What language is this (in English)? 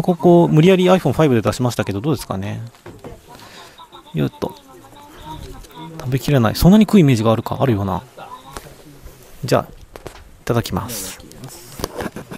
Japanese